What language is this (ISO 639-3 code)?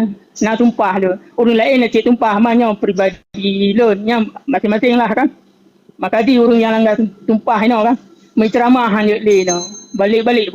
ace